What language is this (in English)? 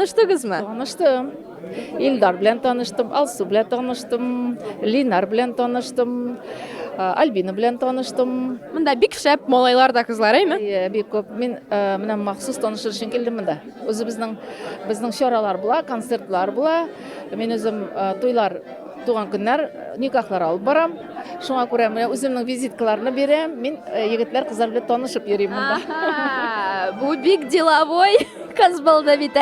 Tatar